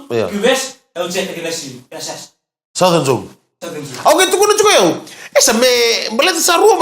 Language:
Fijian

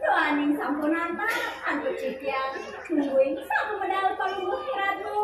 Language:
Balinese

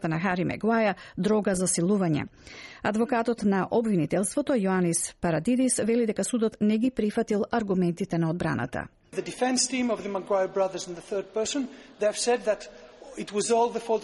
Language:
Macedonian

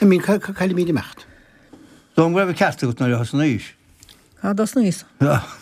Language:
Irish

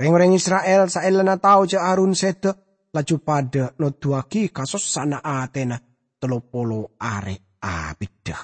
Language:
Madurese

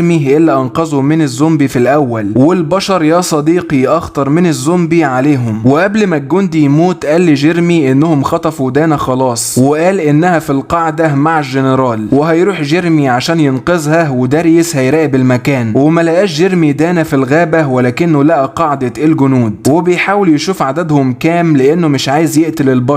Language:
Egyptian Arabic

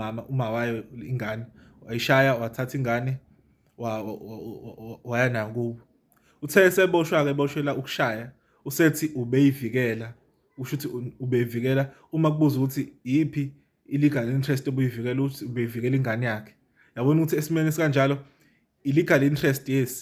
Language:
Zulu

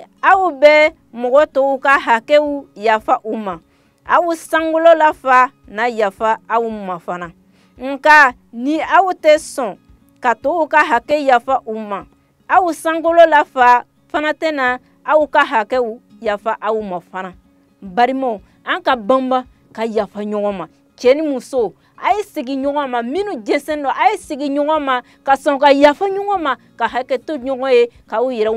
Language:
Bambara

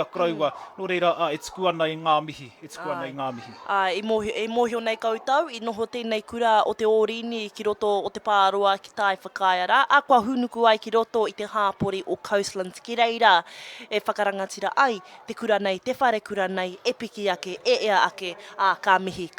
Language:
Māori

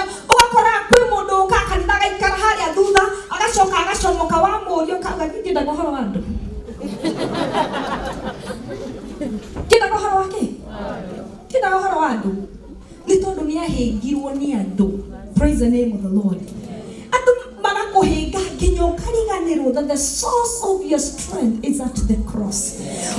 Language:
Kikuyu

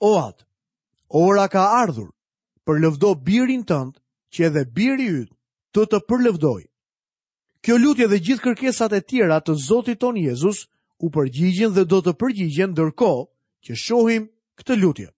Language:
Albanian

